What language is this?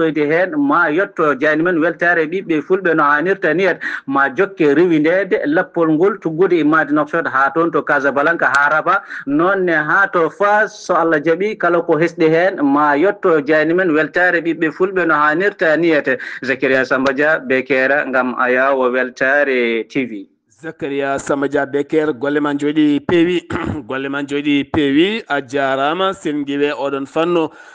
Fula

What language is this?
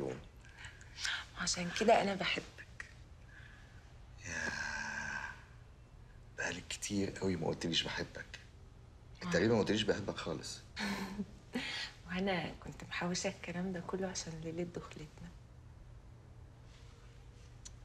Egyptian Arabic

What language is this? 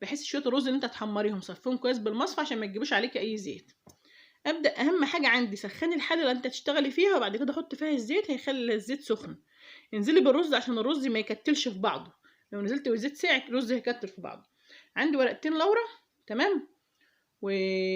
Egyptian Arabic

